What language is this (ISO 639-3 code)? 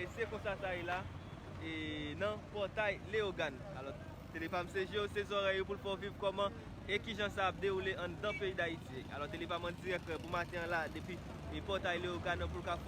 hat